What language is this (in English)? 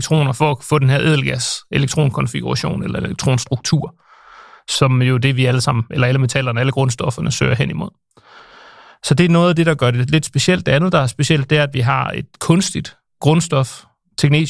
Danish